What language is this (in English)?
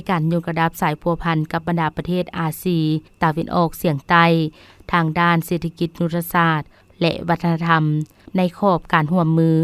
Lao